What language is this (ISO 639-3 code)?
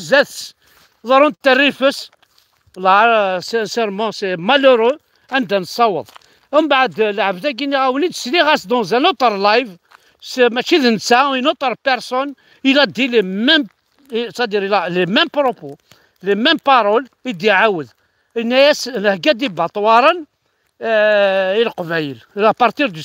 kab